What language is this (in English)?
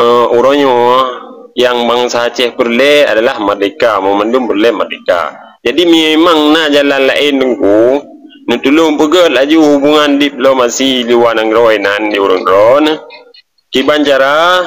Achinese